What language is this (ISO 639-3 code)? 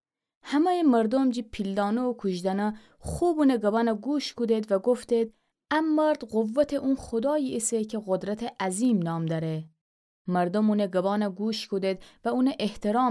glk